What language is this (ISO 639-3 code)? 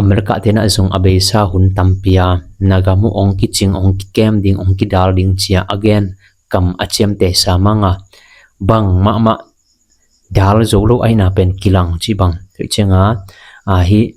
ctd